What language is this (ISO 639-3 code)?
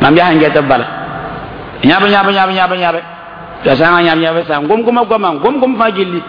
mos